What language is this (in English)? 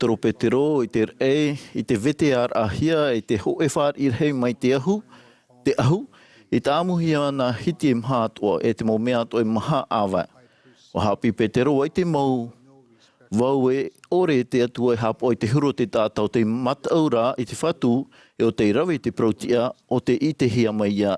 Tahitian